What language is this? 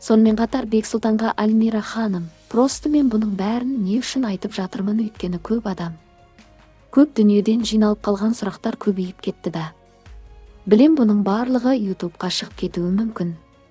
Kazakh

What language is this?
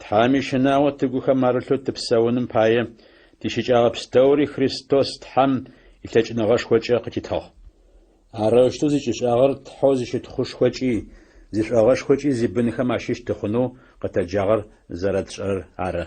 Adyghe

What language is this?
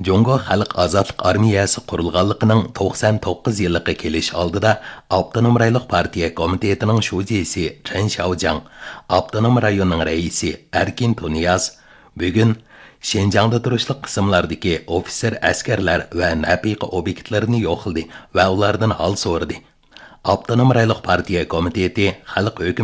Uyghur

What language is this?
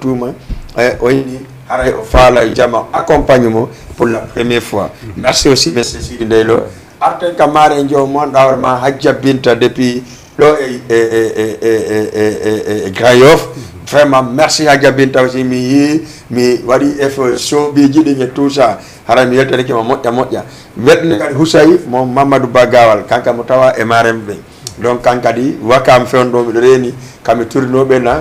Fula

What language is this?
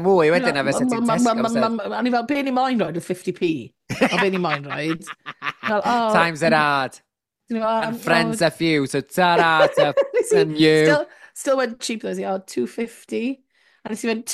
Welsh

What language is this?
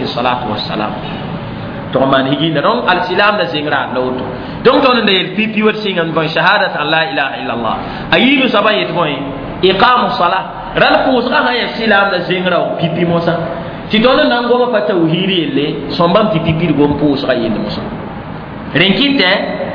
Mossi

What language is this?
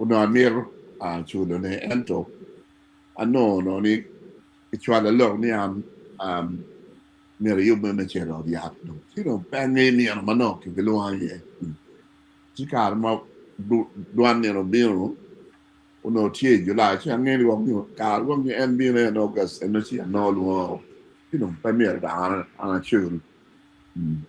Acoli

